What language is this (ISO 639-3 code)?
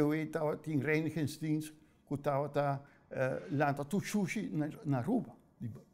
pap